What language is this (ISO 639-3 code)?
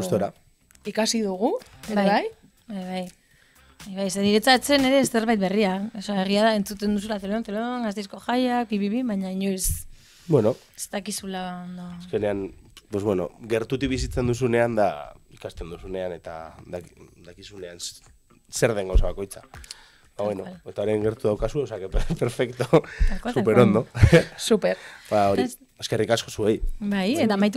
eus